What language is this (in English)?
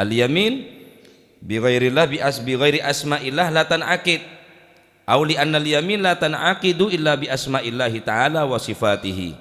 Madurese